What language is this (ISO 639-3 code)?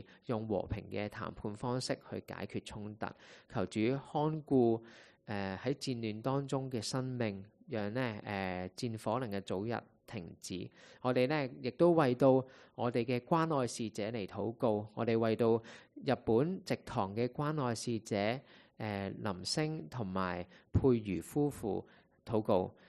yue